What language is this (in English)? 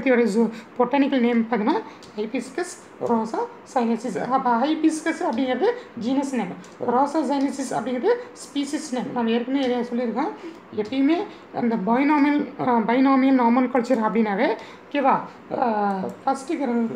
Tamil